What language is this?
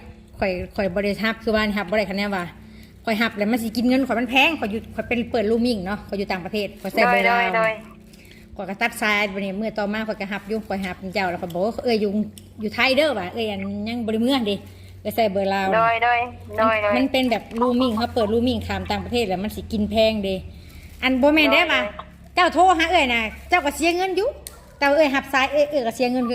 Lao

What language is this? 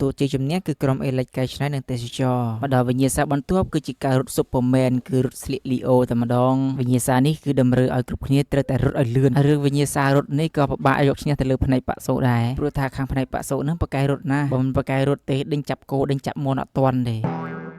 Khmer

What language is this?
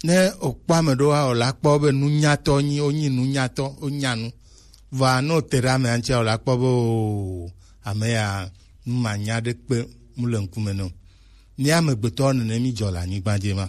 Gen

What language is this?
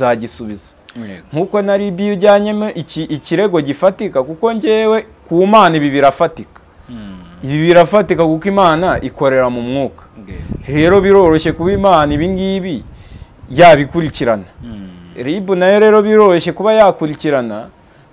Kinyarwanda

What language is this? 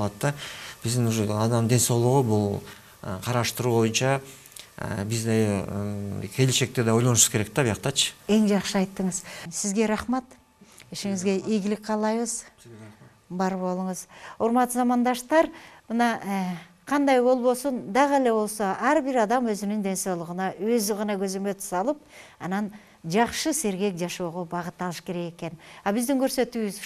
Kyrgyz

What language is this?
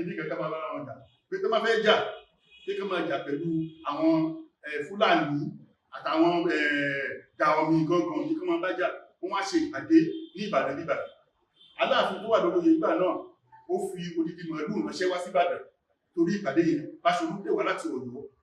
Yoruba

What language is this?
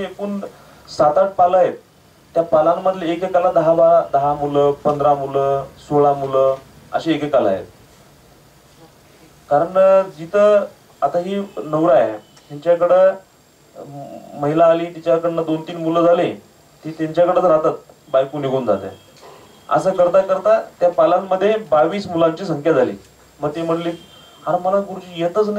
Marathi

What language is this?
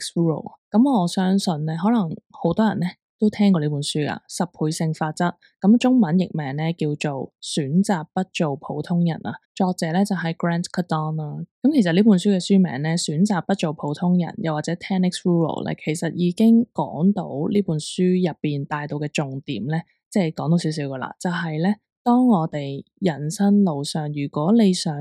Cantonese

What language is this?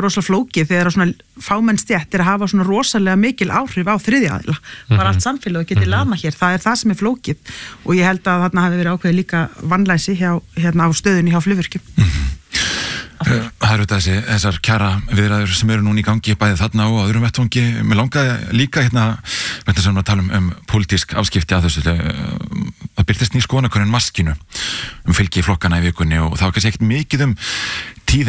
Icelandic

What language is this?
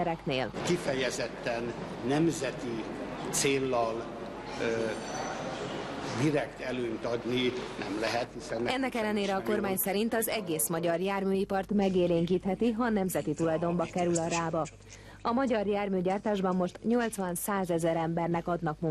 Hungarian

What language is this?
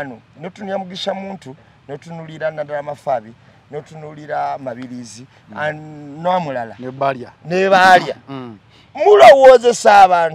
Ganda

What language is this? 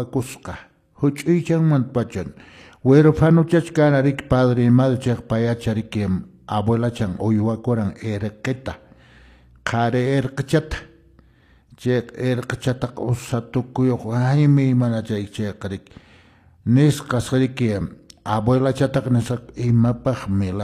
Quechua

